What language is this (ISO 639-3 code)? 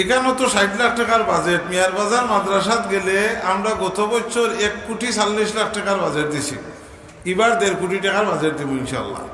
syl